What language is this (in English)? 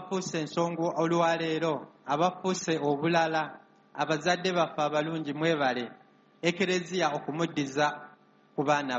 Ganda